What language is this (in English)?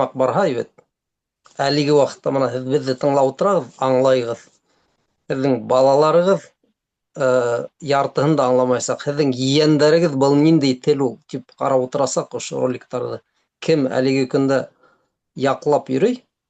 Bashkir